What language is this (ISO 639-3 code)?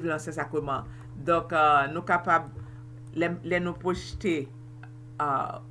hat